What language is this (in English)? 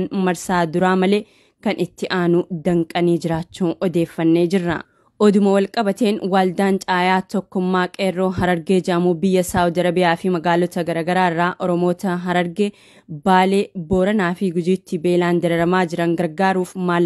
Oromo